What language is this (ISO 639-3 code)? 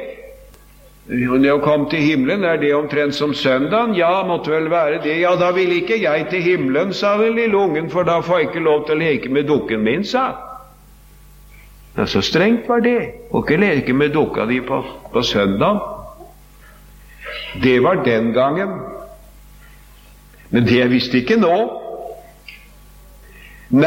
nor